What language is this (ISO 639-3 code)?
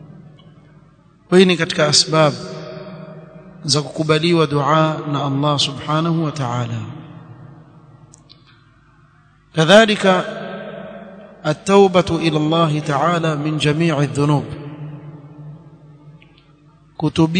swa